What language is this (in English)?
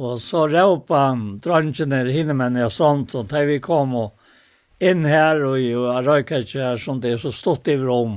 Faroese